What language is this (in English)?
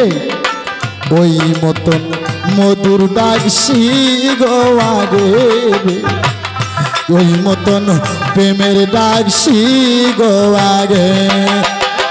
Bangla